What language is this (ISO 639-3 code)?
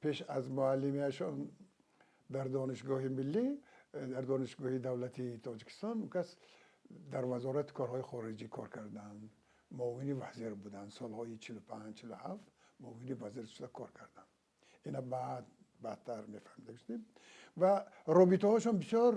tgk